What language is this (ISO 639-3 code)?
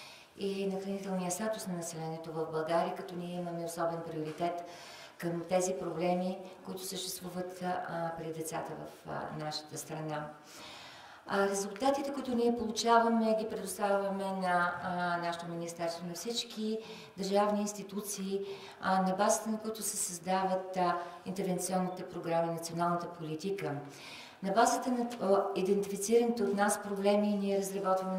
bul